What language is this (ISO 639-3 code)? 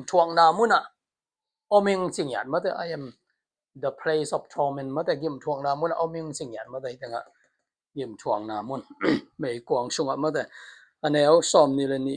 ctd